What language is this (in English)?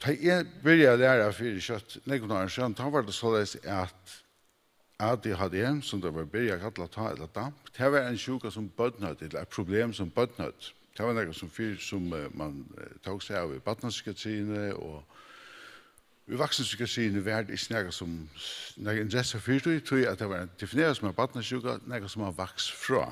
Faroese